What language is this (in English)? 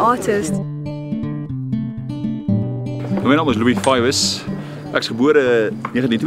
Afrikaans